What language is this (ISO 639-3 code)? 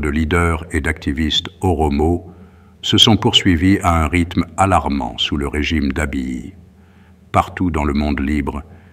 fra